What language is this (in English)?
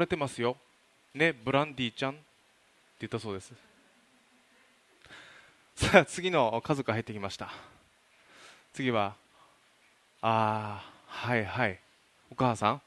Japanese